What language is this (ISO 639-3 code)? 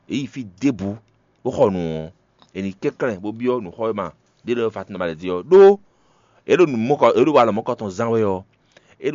fon